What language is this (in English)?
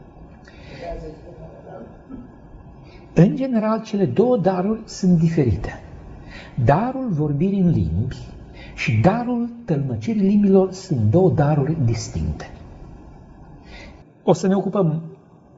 Romanian